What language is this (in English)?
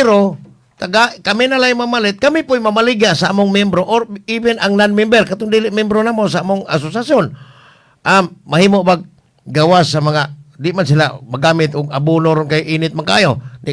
Cebuano